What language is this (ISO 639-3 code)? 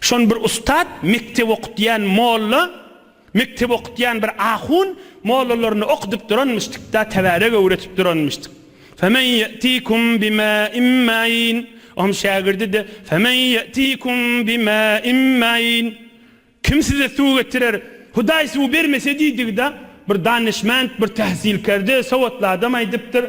tuk